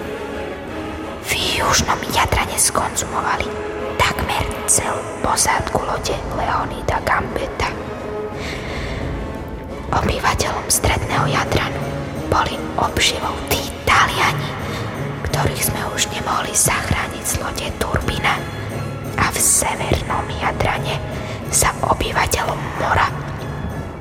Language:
Slovak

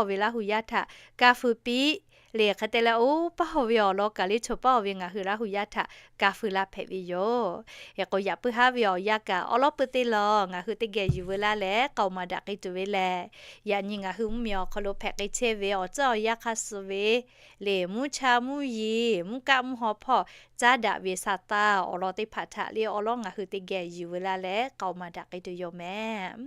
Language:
Lahu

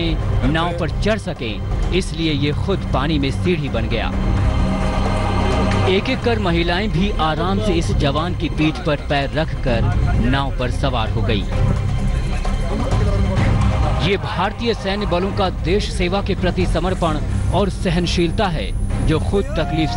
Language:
Hindi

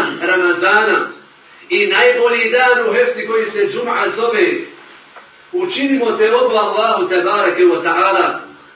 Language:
Bosnian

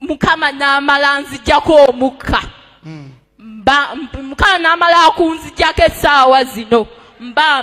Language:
Ganda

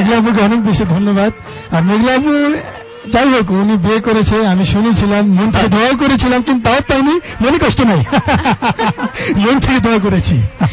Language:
Bangla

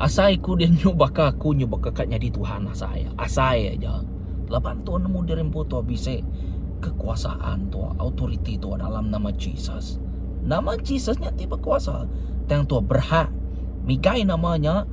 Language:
Iban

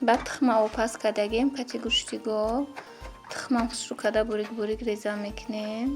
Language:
Tajik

